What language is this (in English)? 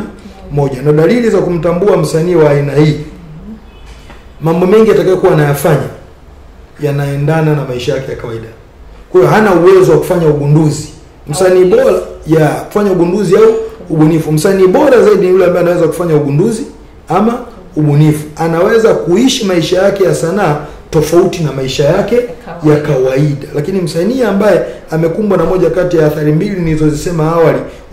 Swahili